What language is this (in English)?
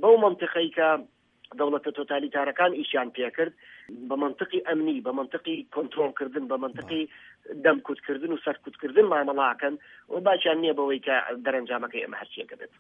Central Kurdish